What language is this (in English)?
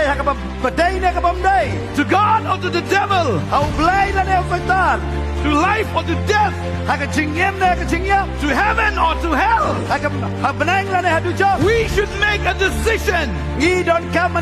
Khasi